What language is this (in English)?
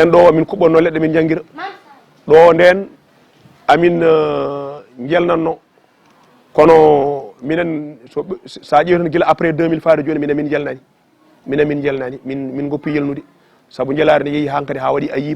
Fula